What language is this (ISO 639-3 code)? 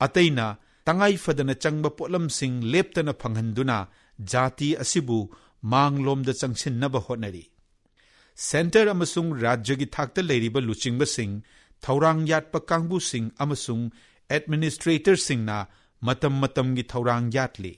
mni